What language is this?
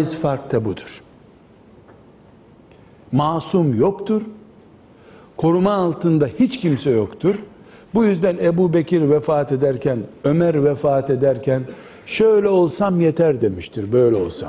Turkish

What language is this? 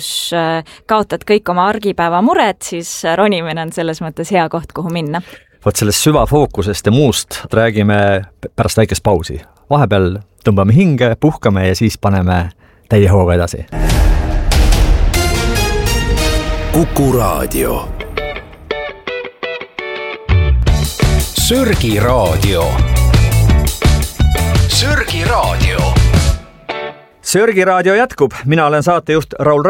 Estonian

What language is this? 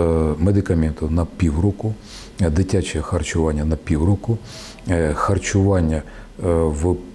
Ukrainian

